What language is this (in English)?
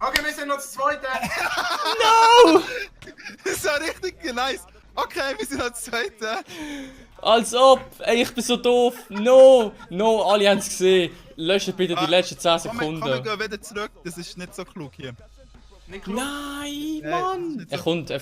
Swiss German